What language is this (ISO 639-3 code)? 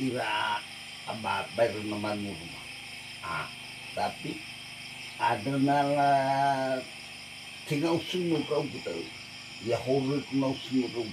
nia